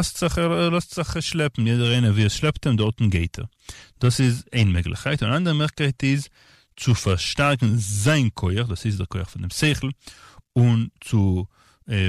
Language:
Yiddish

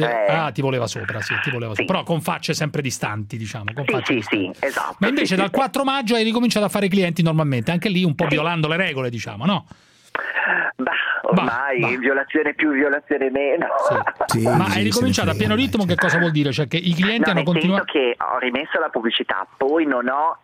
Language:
Italian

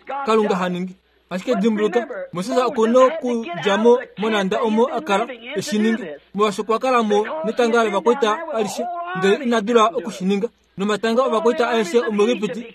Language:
Kuanyama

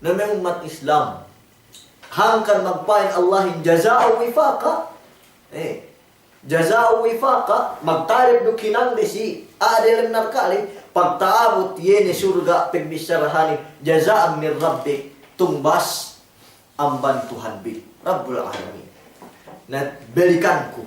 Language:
Yakan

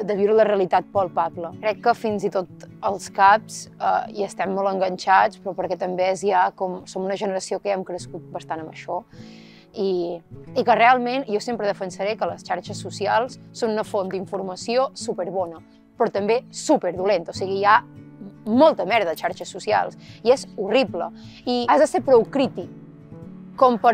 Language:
Catalan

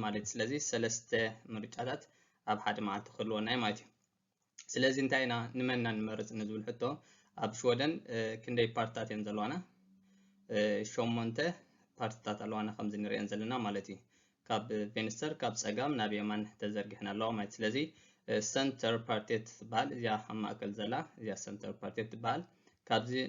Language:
Tigrinya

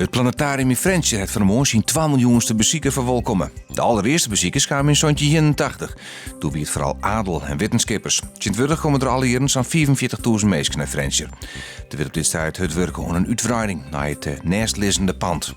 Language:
Western Frisian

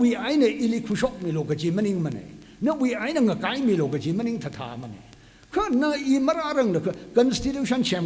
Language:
Tangkhul Naga (India)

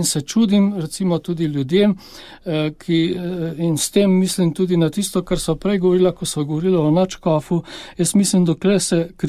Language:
Slovenian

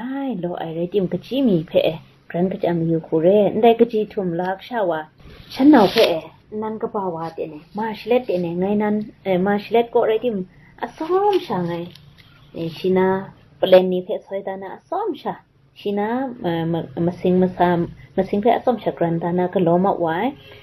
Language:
Kachin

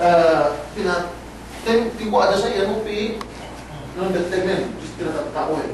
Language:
Yakan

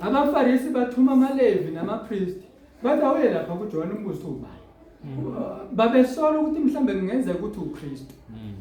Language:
Zulu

